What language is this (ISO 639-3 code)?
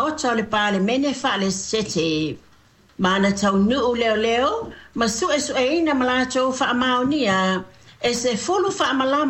smo